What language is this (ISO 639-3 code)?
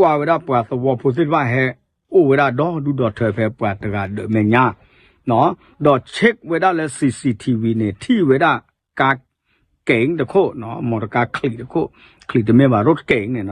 ksw